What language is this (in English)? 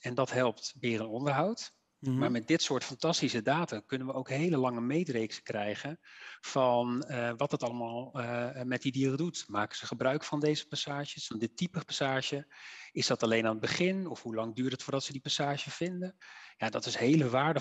Dutch